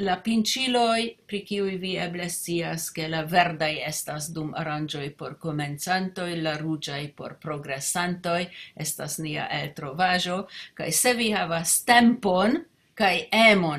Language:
Esperanto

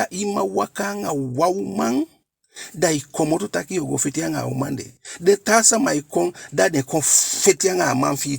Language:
Eastern Maroon Creole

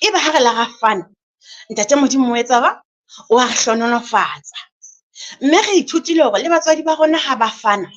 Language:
Southern Sotho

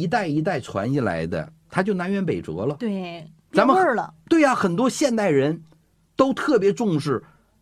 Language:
Chinese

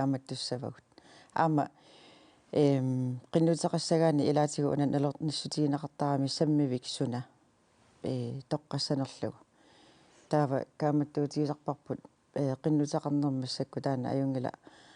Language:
Kalaallisut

